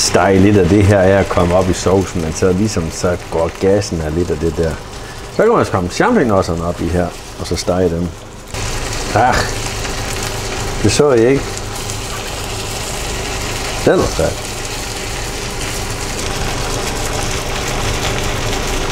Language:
Danish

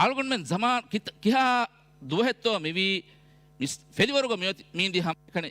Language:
Divehi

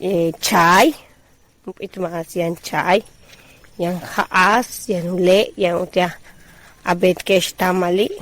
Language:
Yucateco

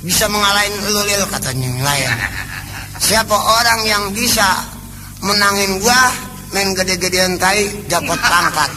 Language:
Betawi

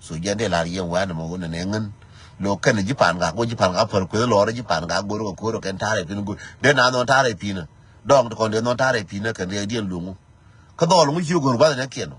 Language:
Nuer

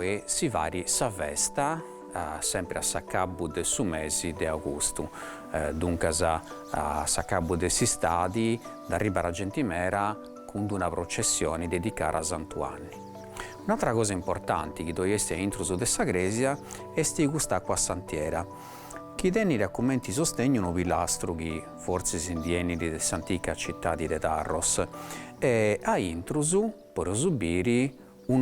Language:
Sardinian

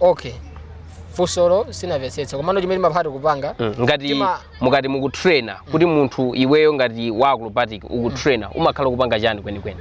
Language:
Nyanja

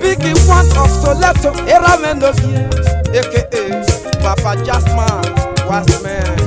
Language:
Esan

